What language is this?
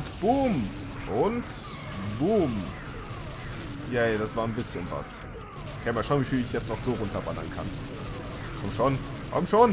German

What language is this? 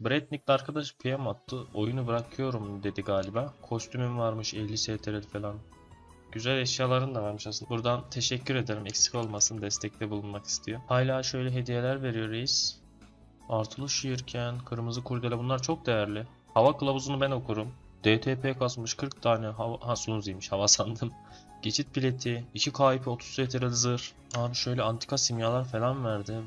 Turkish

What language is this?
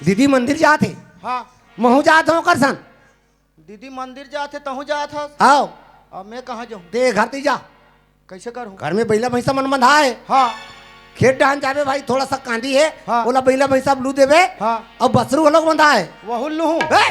Chhattisgarhi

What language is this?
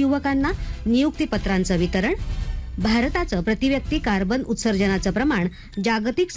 Marathi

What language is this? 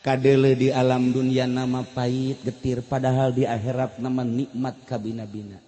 Sundanese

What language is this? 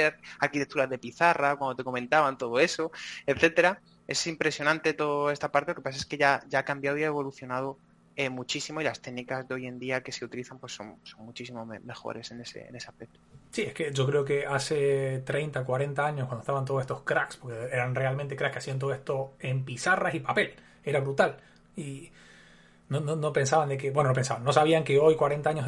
Spanish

